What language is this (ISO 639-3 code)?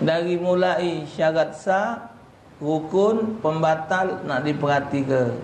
mui